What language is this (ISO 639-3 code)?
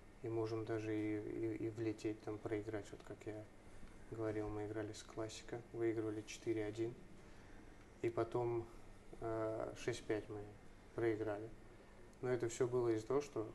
rus